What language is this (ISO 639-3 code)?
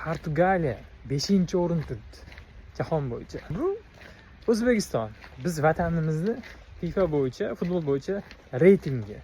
uzb